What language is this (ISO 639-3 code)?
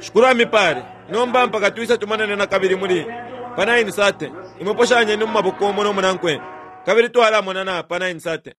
bem